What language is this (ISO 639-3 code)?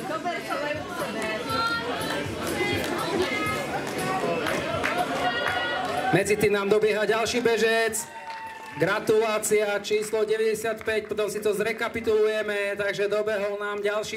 slk